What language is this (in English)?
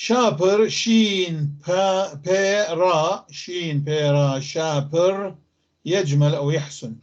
North Levantine Arabic